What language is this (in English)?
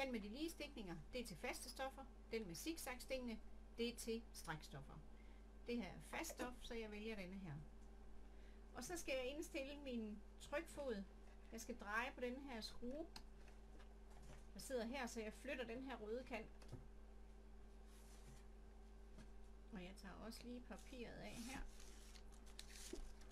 Danish